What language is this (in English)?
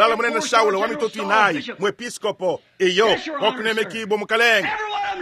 Luba-Lulua